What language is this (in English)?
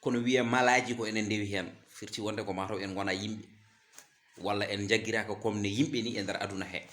Fula